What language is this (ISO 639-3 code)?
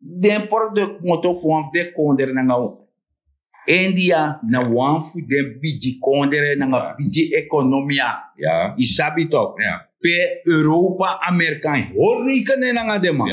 srn